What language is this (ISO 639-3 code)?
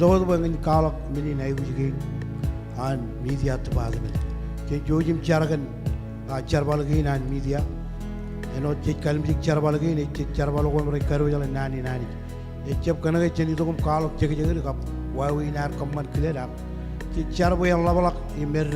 mah